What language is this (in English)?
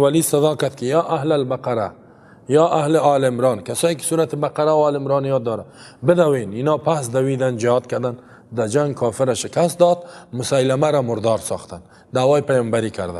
Persian